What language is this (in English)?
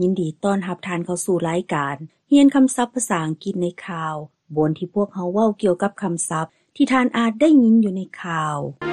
Lao